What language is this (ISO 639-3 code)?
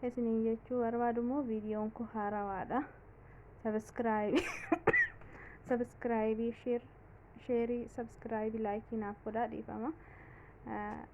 orm